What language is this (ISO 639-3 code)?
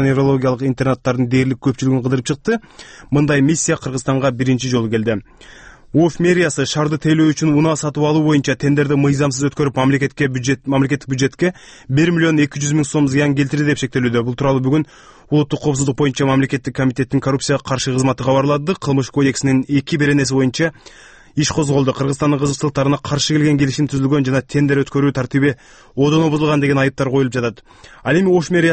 kir